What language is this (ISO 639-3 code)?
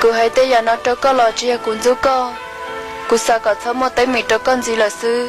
hmn